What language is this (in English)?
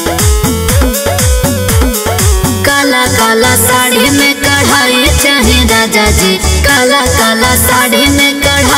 Bhojpuri